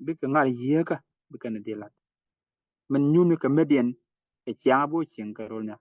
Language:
Nuer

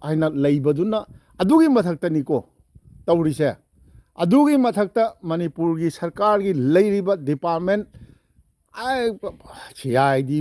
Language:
Manipuri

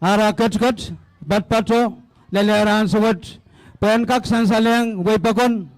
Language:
Pohnpeian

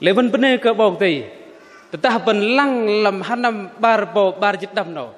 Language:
Bahnar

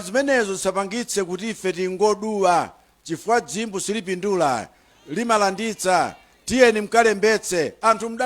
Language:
Nyanja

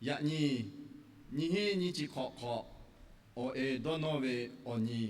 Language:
Lahu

